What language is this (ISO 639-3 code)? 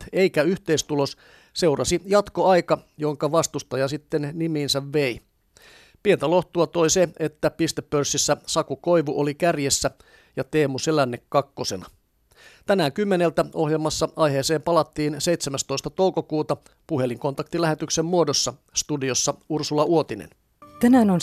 fin